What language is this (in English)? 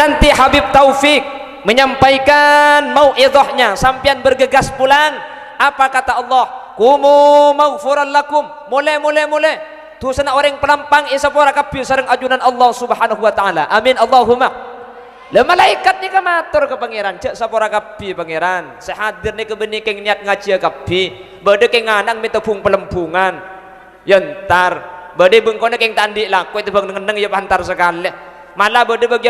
Madurese